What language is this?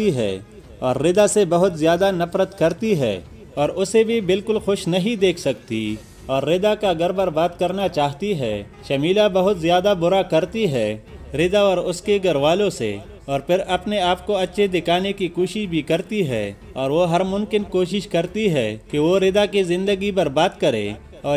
Urdu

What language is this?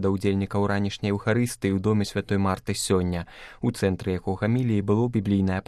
Belarusian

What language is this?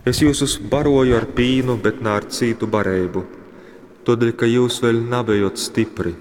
Latgalian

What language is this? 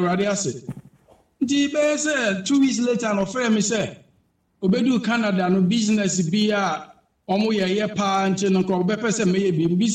Akan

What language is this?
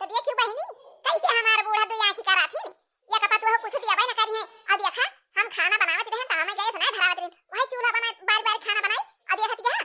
Awadhi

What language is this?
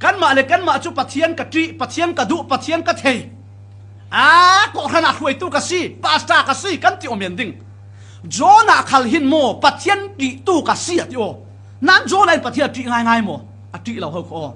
Falam Chin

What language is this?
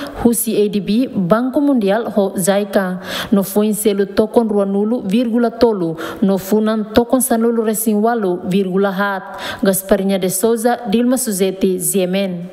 Tetum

